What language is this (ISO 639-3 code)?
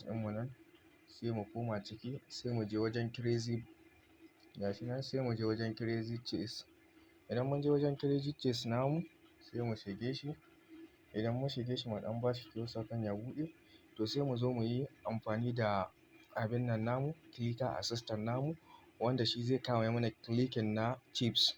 hau